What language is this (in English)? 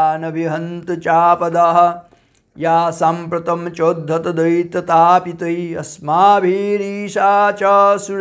Sanskrit